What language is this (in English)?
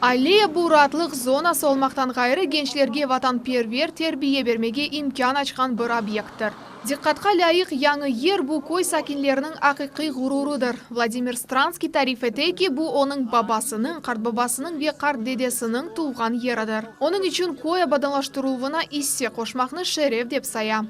Crimean Tatar